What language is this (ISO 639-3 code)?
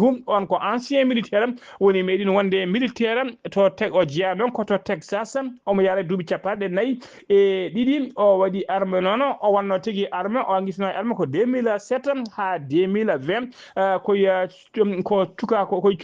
ful